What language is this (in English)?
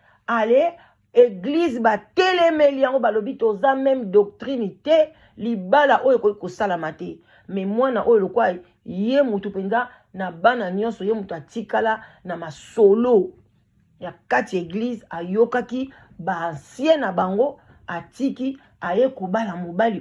Lingala